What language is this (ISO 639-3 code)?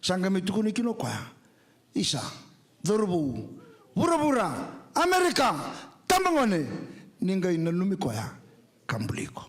fij